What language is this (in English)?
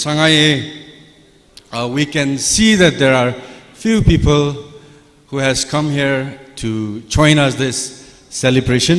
Tangkhul Naga (India)